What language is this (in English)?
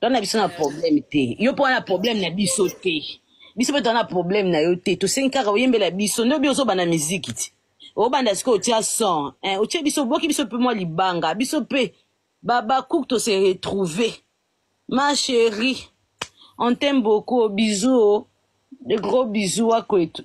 Lingala